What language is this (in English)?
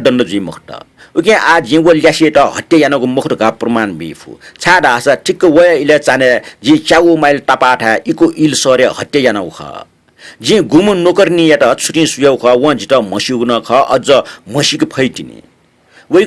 Newari